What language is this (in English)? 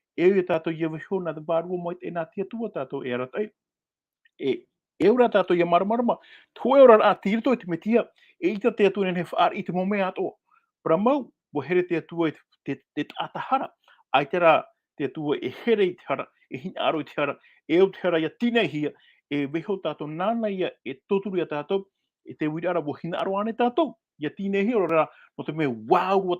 Tahitian